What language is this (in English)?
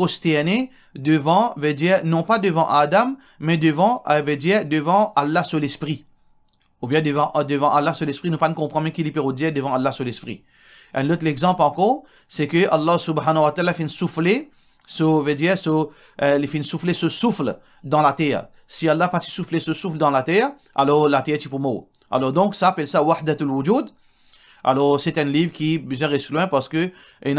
Morisyen